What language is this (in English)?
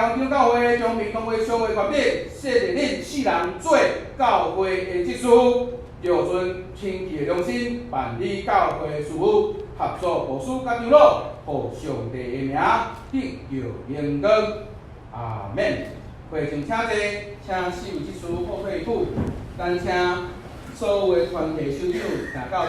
Min Nan Chinese